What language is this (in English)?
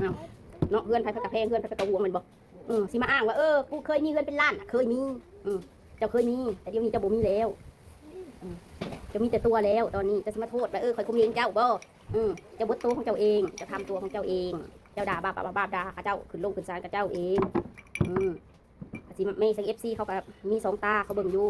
Northeastern Thai